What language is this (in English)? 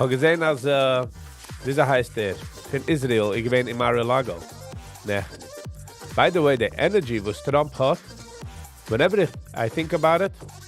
Yiddish